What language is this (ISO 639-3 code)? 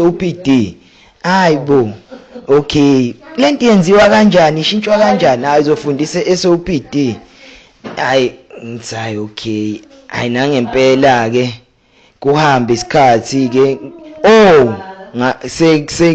zul